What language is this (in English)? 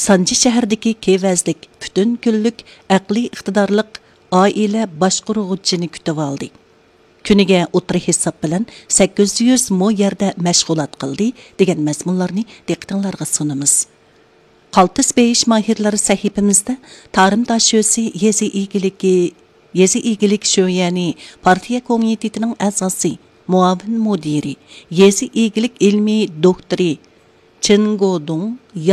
Uyghur